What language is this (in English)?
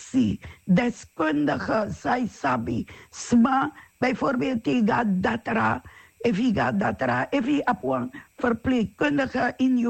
Sranan Tongo